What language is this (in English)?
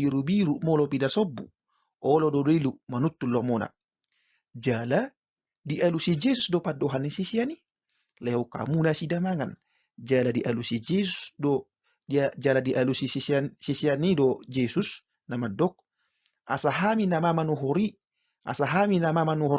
Batak Toba